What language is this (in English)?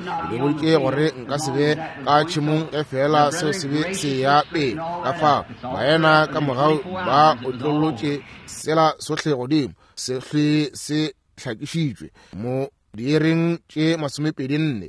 Northern Sotho